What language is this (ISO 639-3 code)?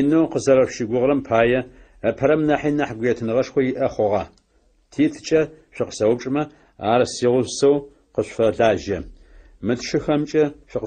ady